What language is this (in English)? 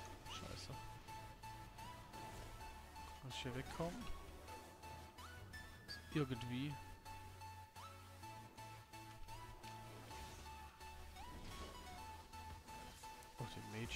German